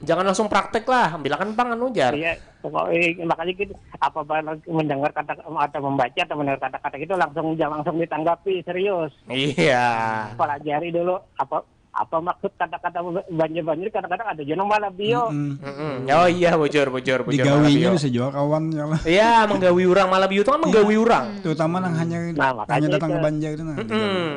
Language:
Banjar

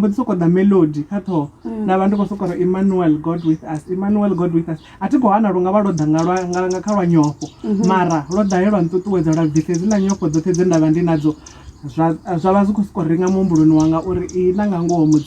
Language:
Venda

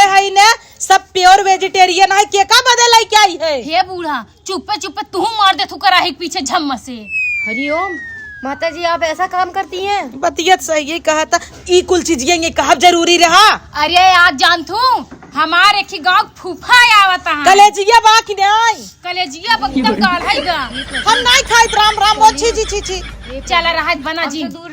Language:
Awadhi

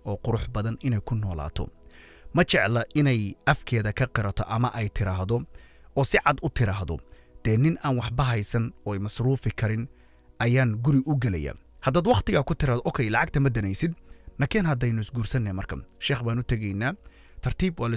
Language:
Somali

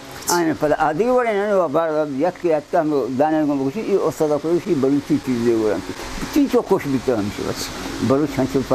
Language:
Baluchi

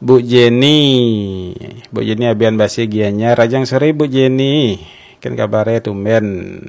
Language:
Balinese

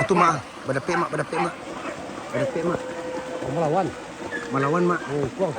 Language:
Minangkabau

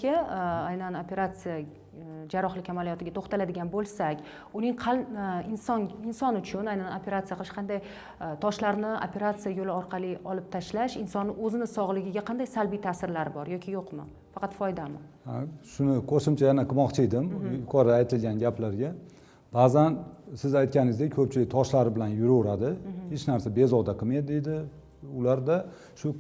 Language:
Uzbek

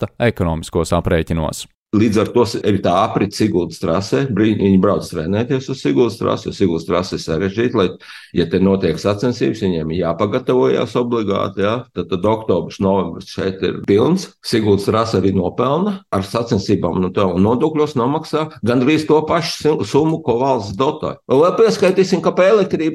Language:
Latvian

